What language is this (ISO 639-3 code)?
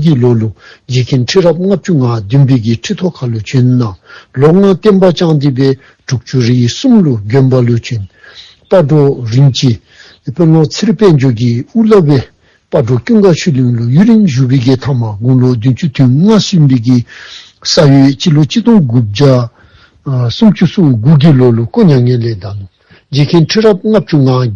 dzo